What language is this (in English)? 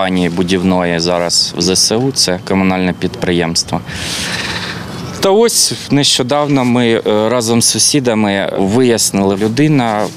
Ukrainian